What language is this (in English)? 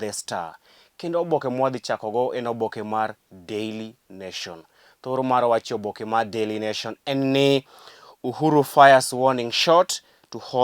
Luo (Kenya and Tanzania)